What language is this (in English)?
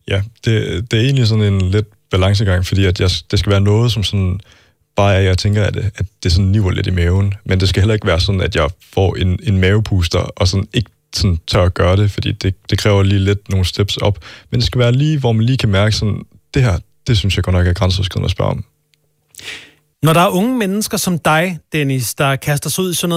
Danish